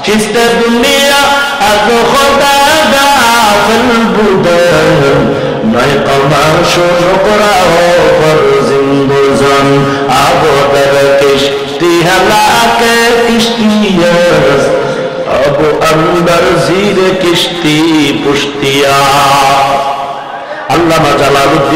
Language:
Bangla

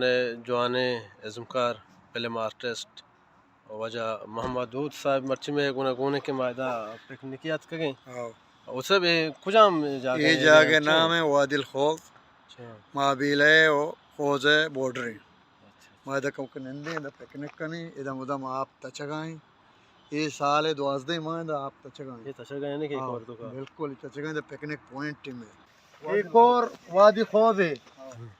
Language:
Baluchi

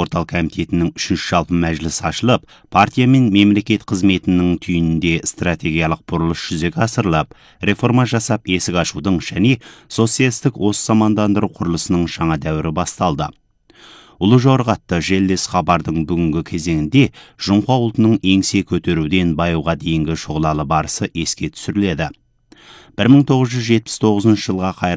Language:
Kazakh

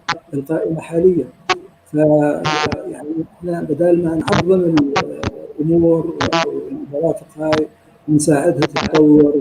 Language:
North Levantine Arabic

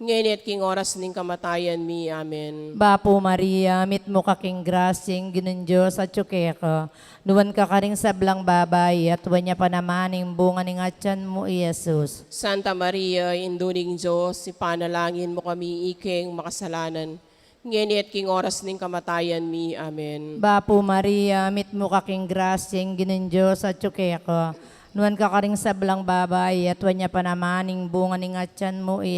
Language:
Pampanga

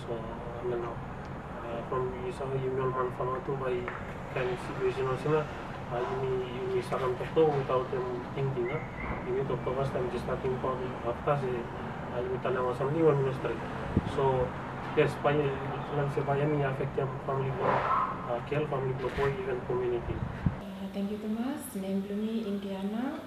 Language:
Bislama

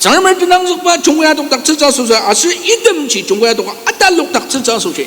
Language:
Ao Naga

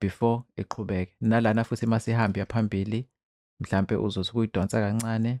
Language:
Zulu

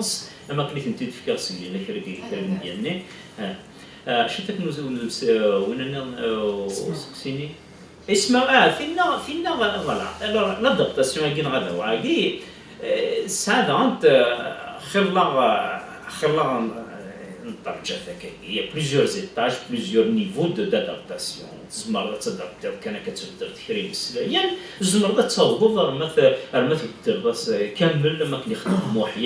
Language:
Kabyle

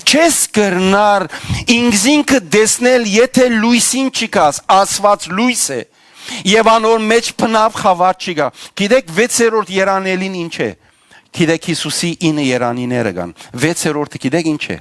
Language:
Western Armenian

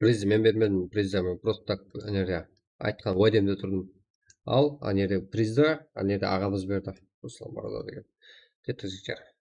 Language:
Kara-Kalpak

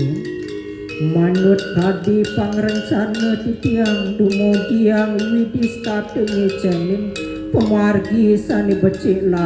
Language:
Balinese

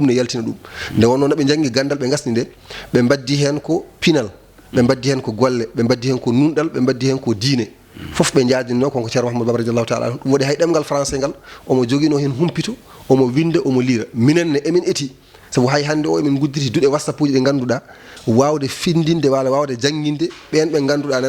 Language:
Fula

